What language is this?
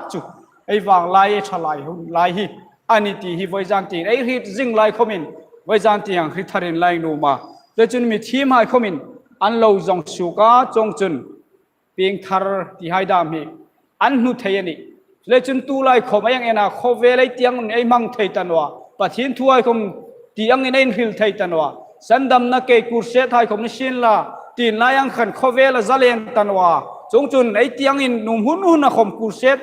Hmar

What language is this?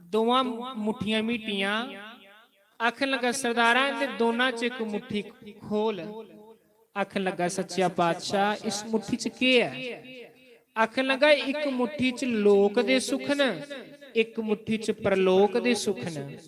Dogri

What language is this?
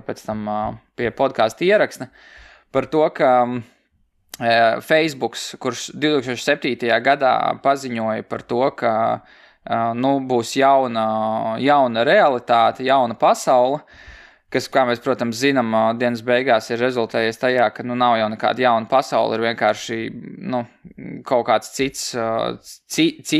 Latvian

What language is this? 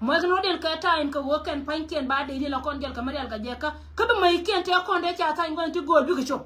Nuer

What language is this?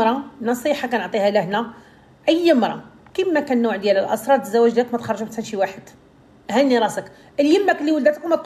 Moroccan Arabic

